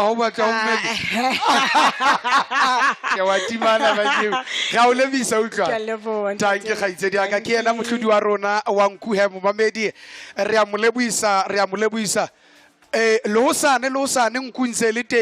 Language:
Southern Sotho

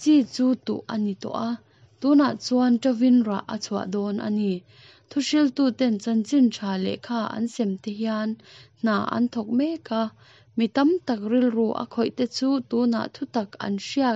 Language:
Mizo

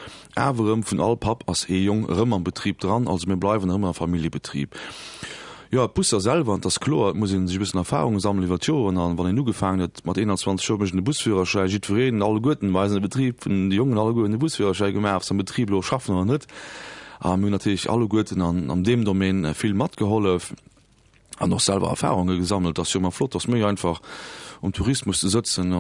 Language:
Luxembourgish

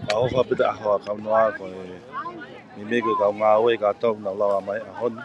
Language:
Tongan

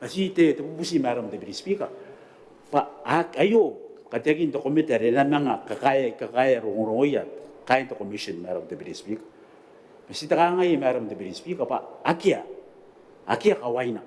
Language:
Gilbertese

